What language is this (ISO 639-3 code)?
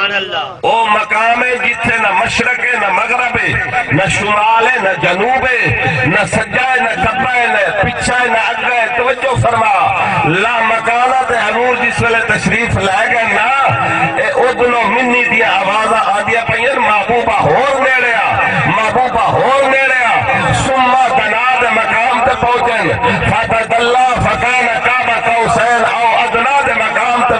skr